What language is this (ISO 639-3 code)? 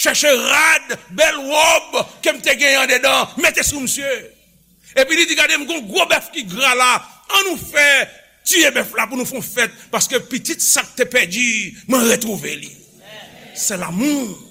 hat